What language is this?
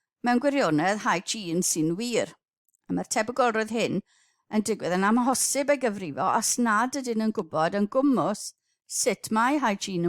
Welsh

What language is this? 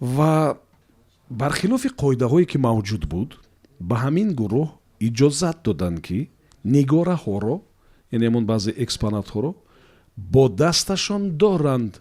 Tajik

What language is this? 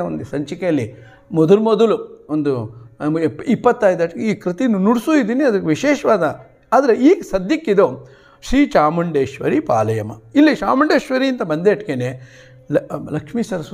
Kannada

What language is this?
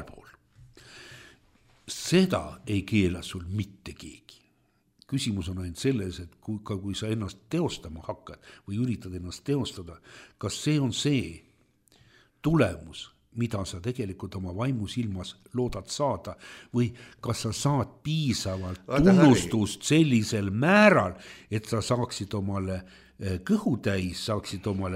Estonian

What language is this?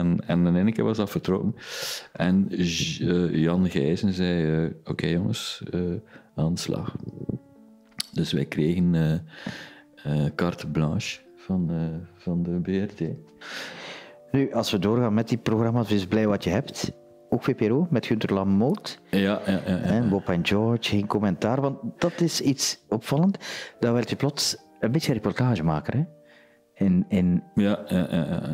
Dutch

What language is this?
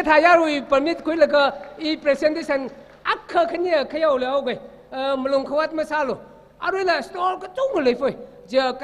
Tangkhul Naga (India)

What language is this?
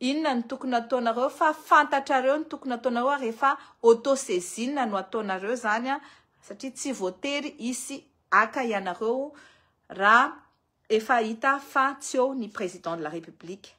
Malagasy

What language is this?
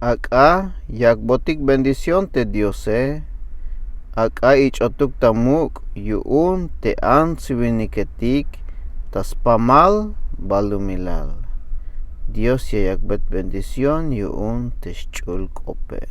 Tzeltal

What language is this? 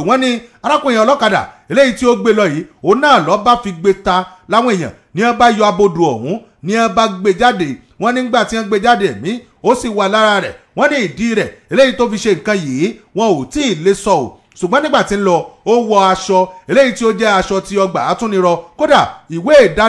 Yoruba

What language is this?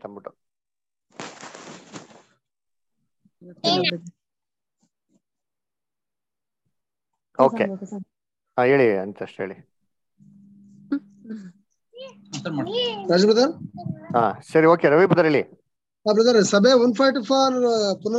Kannada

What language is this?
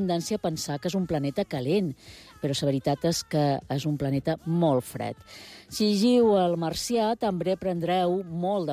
Catalan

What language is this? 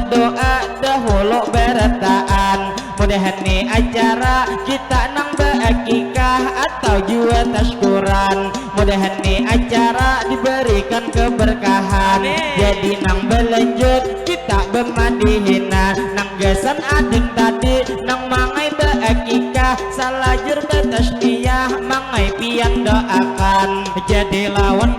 Banjar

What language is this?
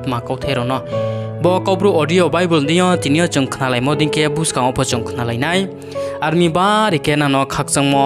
Riang (India)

